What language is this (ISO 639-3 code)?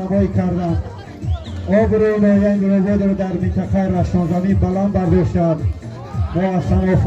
tgk